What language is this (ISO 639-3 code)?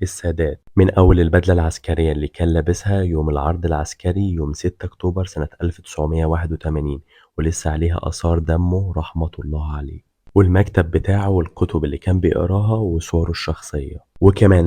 arz